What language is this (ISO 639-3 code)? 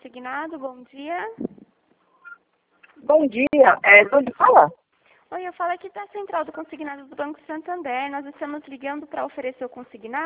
por